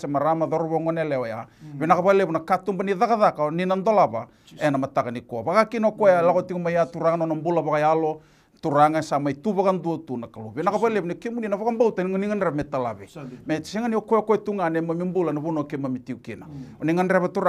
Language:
Fijian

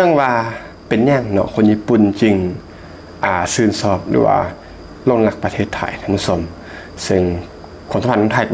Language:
Lao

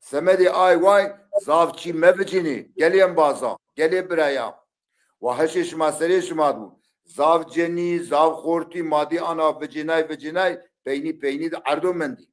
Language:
Zaza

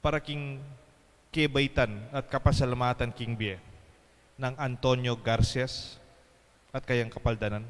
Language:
Pampanga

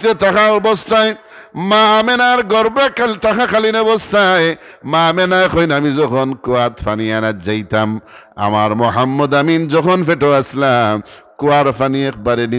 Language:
Sylheti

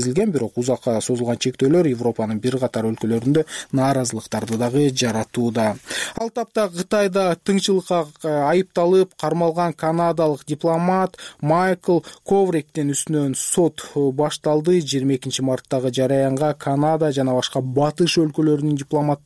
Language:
Kyrgyz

